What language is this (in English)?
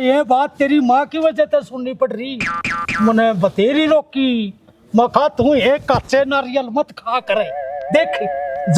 Haryanvi